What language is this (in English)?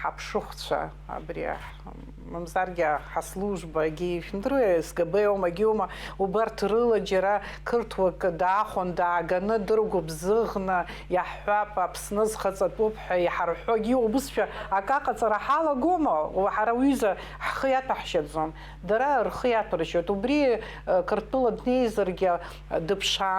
Abkhazian